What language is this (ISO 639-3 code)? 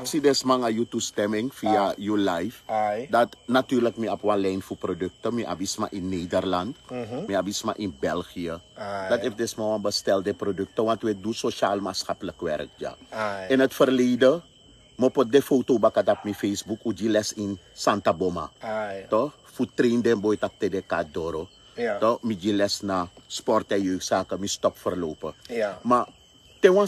srn